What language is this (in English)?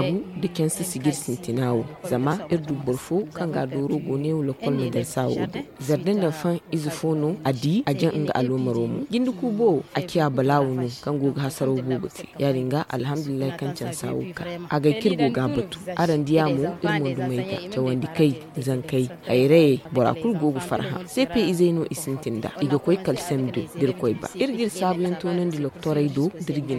Zarma